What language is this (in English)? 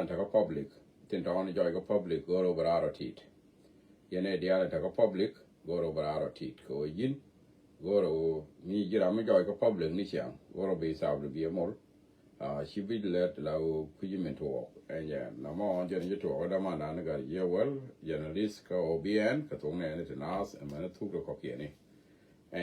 Nuer